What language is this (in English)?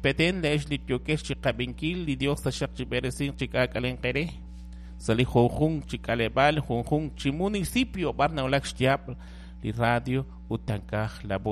Kekchí